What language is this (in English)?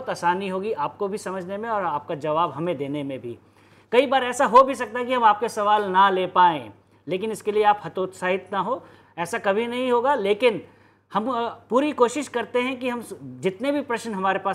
Hindi